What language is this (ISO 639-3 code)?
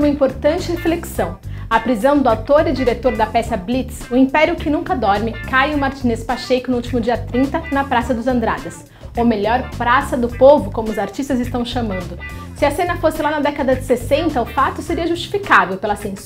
por